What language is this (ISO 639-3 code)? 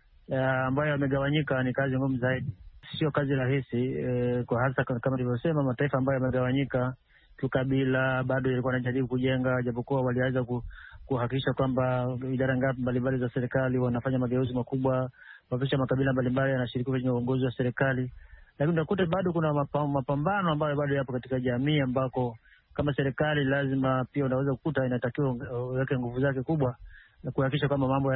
swa